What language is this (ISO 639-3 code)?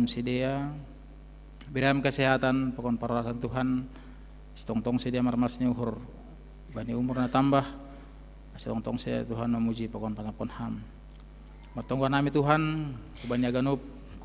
bts